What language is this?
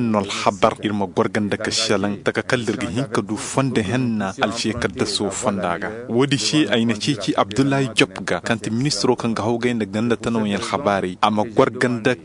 Zarma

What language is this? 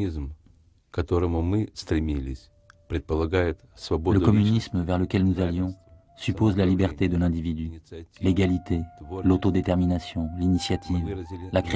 French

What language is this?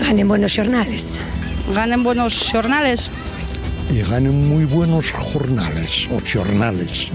Asturian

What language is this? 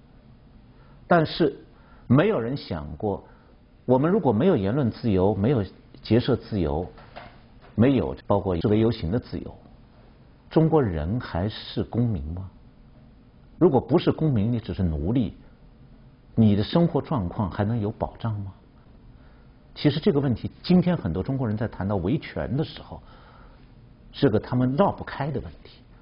Chinese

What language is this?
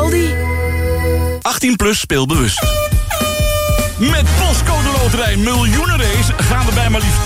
Dutch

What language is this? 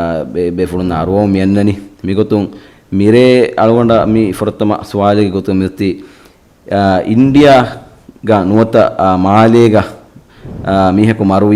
Divehi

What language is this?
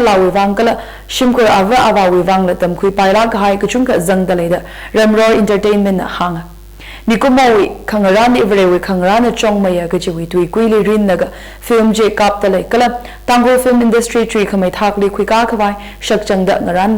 Tangkhul Naga (India)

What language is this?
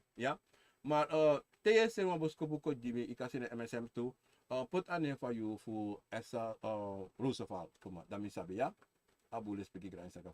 Sranan Tongo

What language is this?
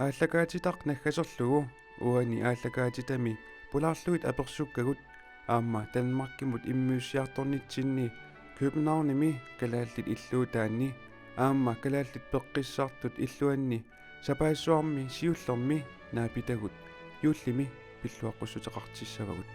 Kalaallisut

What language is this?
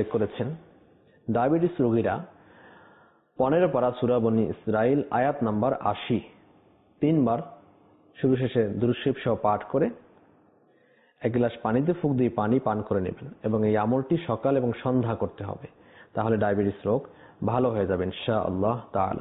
Bangla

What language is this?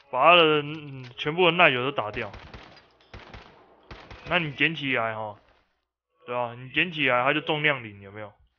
Chinese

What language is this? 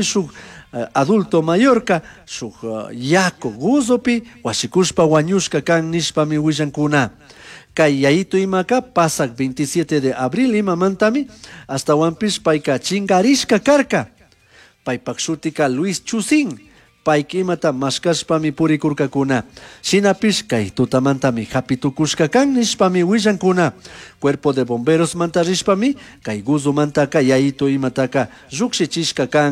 Chimborazo Highland Quichua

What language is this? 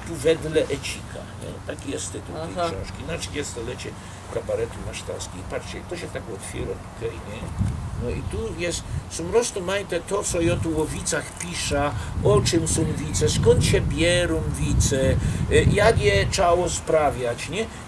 Silesian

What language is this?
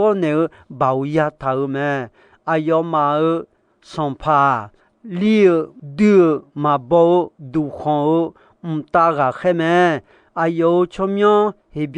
Akha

